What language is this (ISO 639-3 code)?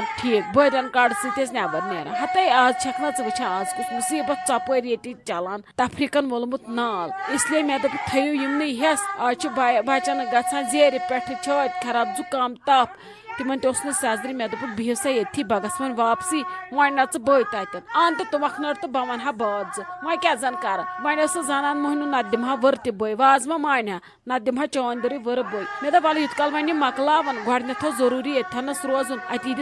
kas